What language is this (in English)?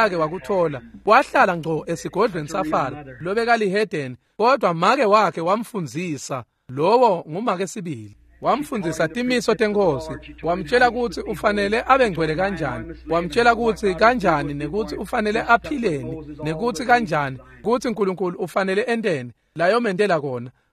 Swati